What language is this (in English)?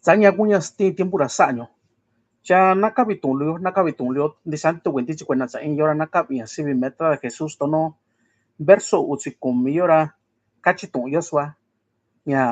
Mixtepec Mixtec